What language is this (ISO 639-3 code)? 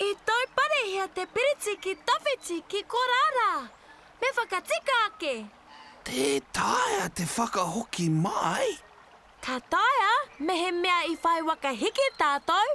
mri